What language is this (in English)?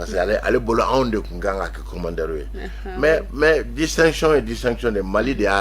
Bambara